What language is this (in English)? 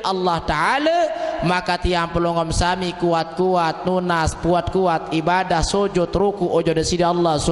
Sasak